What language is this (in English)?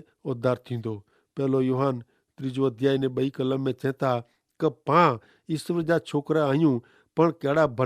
Kachhi